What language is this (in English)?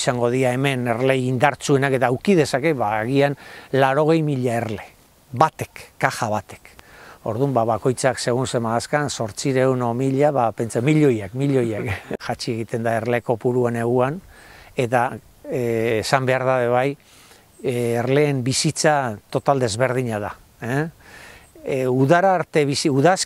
Basque